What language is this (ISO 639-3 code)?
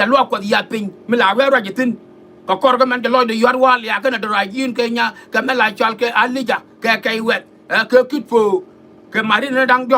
nus